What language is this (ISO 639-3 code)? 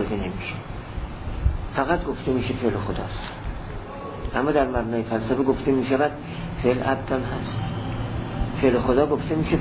fas